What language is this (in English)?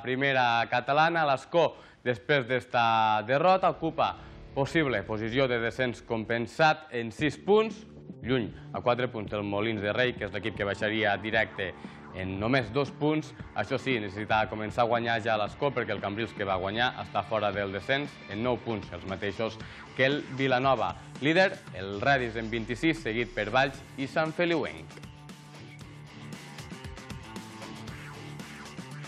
Catalan